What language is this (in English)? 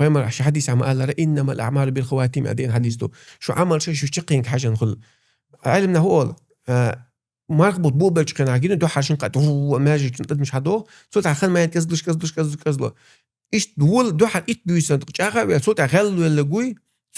Chechen